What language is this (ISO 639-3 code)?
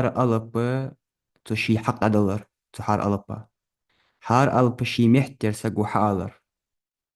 inh